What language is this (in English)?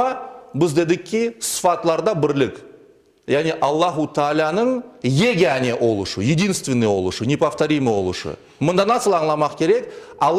Crimean Tatar